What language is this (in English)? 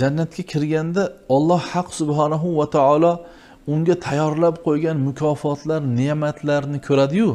Uzbek